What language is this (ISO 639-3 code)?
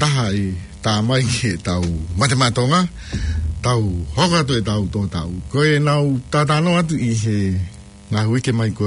ton